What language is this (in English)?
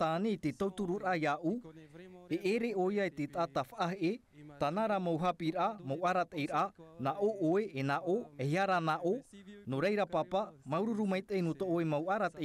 Tahitian